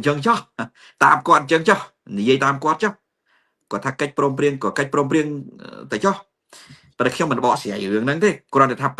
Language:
Khmer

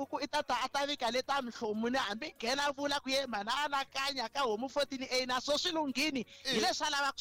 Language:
Tsonga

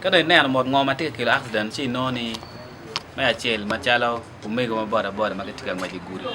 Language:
Acoli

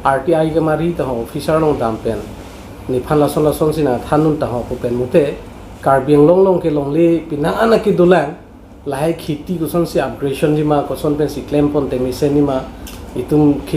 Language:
Karbi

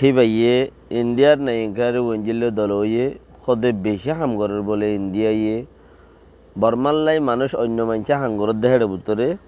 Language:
Rohingya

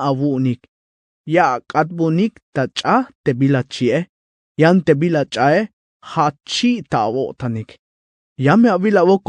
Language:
Tzeltal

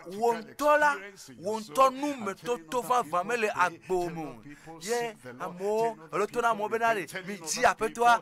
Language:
Ewe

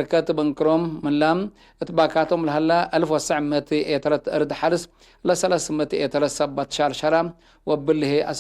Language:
Tigre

